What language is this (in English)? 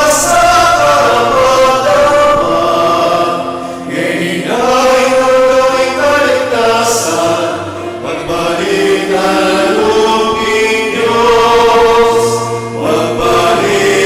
Pampanga